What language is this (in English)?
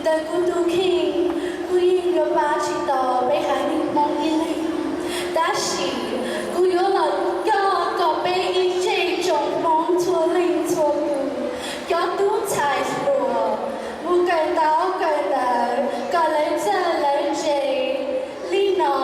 Hmong